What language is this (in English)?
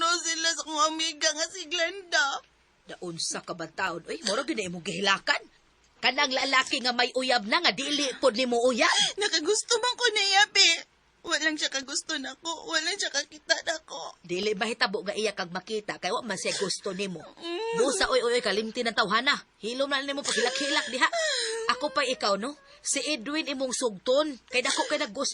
Cebuano